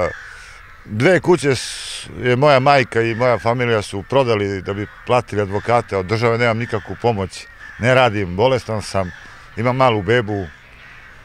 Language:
Serbian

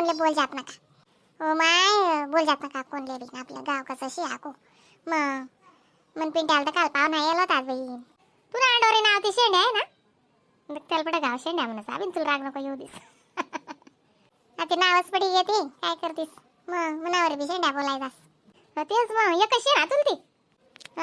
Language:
Khandesi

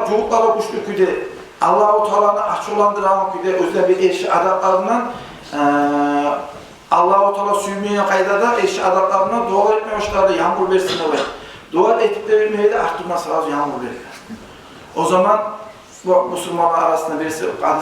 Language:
Kumyk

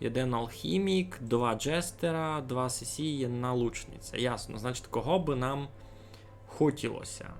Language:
Rusyn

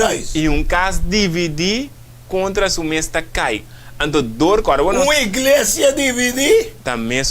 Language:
Papiamento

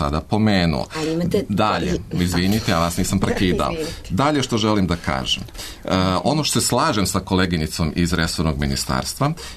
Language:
Serbian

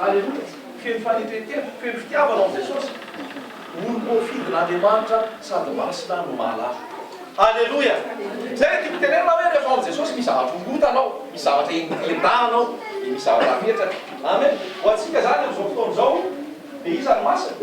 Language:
Malagasy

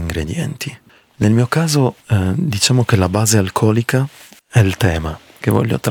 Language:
Italian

